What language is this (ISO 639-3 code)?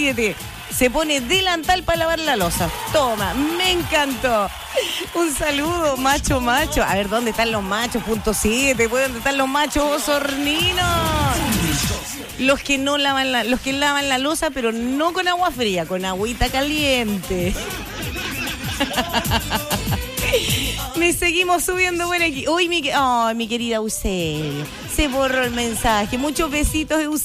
spa